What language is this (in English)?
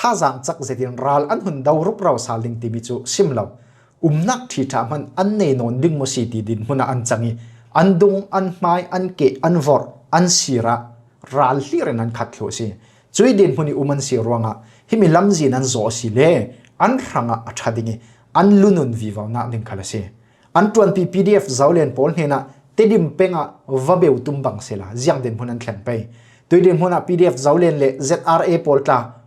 Falam Chin